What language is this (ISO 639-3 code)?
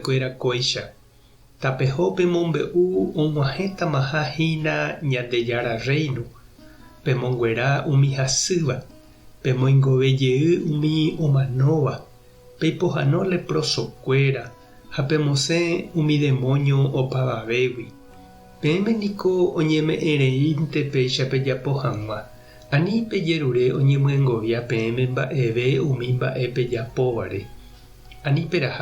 grn